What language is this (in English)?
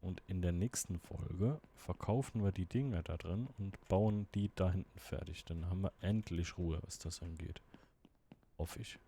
Swiss German